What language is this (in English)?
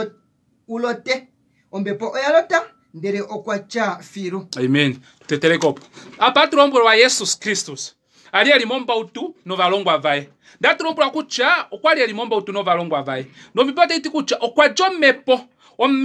Kuanyama